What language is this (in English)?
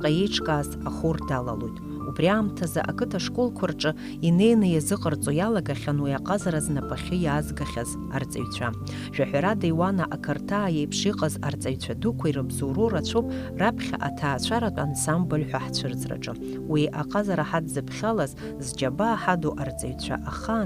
Abkhazian